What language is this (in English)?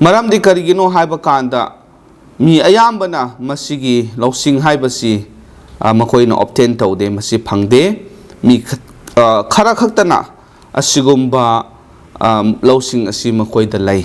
Manipuri